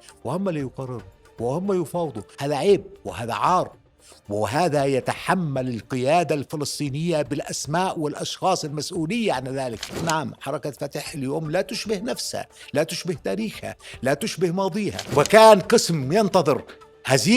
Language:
North Levantine Arabic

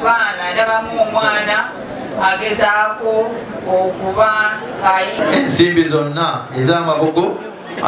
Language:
Ganda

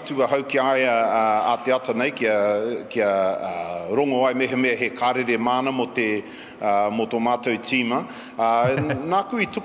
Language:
Māori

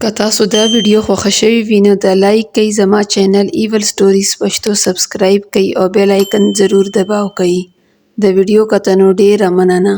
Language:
Pashto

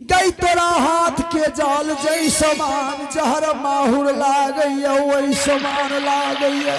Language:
Angika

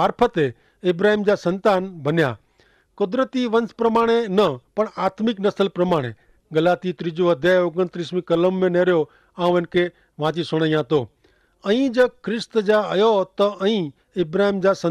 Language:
Kachhi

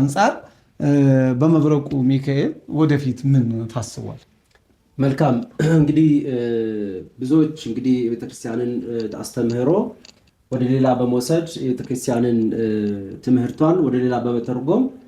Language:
Amharic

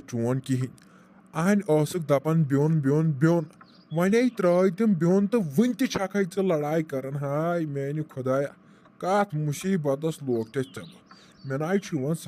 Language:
Kashmiri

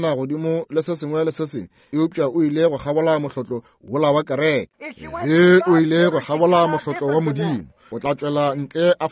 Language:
Northern Sotho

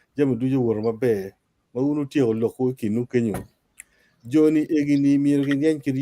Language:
Acoli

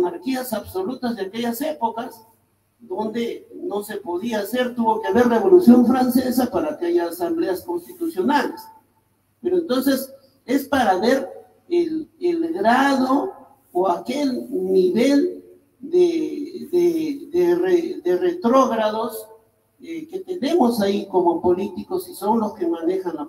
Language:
Spanish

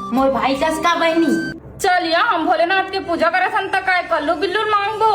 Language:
Chhattisgarhi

